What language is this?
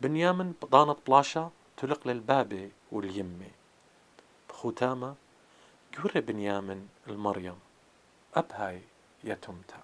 Assyrian Neo-Aramaic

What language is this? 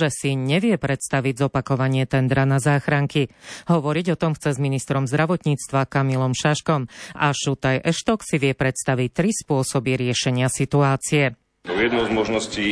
Slovak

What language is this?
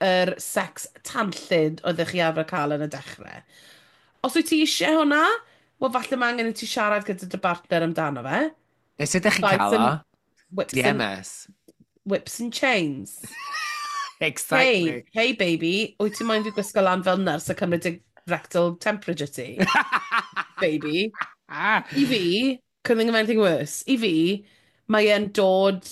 Welsh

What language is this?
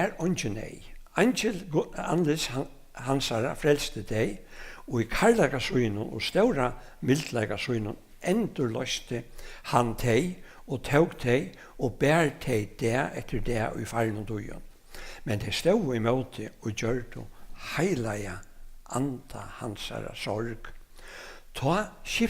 Faroese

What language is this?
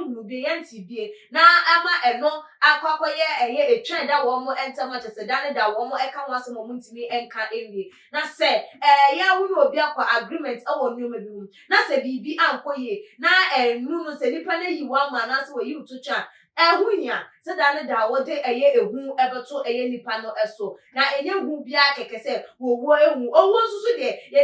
Akan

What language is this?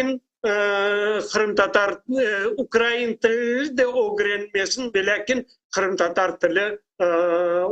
Crimean Tatar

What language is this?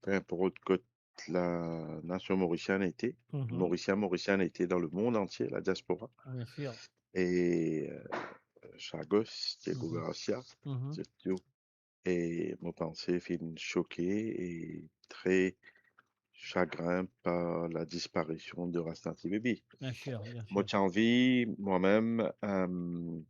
Morisyen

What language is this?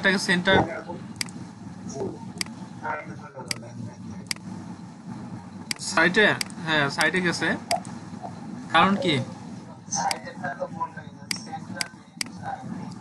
Bangla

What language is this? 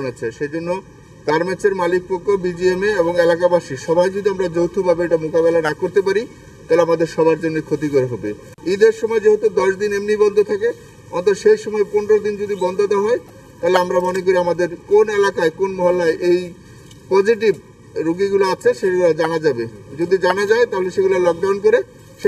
Bangla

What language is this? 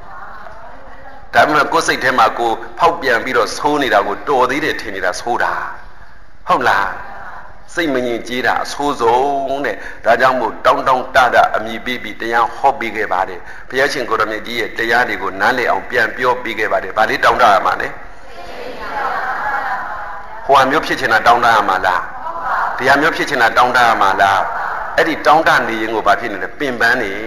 Burmese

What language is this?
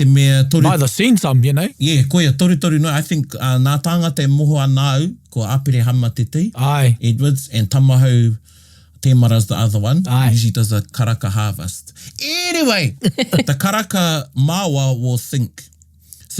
Māori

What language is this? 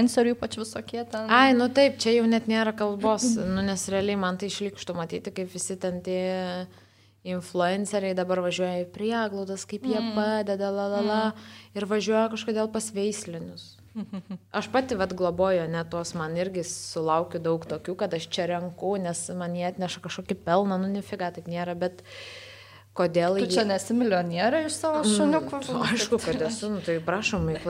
Lithuanian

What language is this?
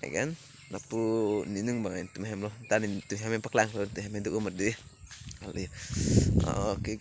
Karbi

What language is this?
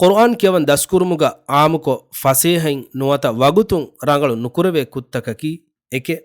Divehi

